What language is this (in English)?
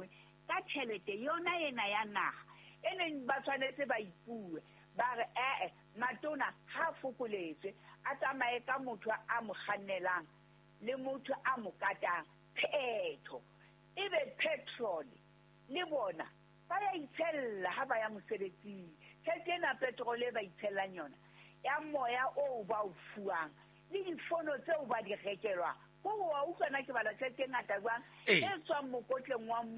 Southern Sotho